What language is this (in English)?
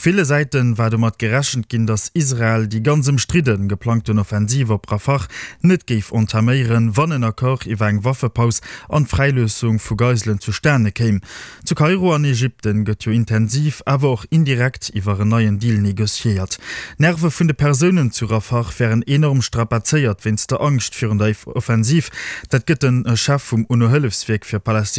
Luxembourgish